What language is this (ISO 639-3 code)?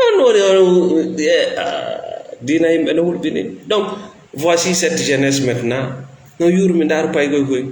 ful